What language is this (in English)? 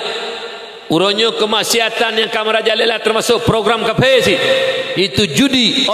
Achinese